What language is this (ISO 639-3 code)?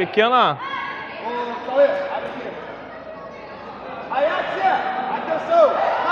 por